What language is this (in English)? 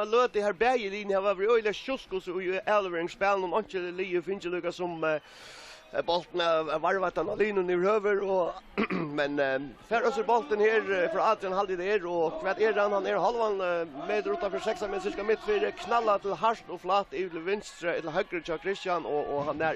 Faroese